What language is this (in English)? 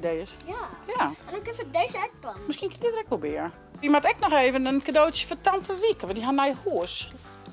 Western Frisian